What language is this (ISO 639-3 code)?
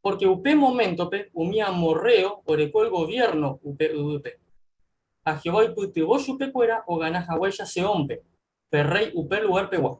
grn